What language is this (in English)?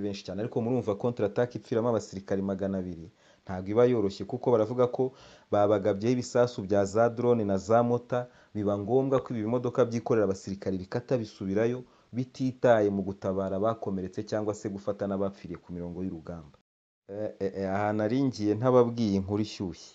Kinyarwanda